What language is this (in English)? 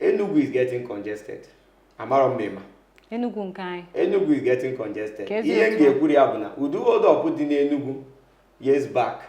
Igbo